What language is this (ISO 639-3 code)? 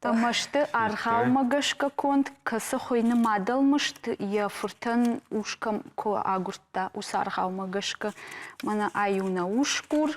oss